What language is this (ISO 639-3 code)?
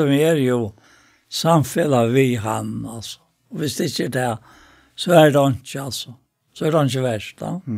fao